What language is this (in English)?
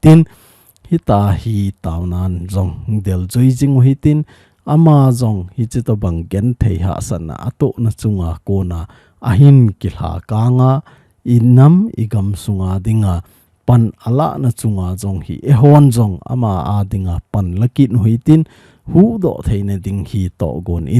Thado Chin